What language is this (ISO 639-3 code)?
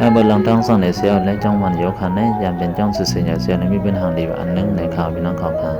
shn